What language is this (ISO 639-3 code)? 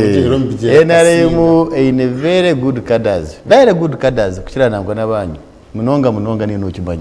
nyn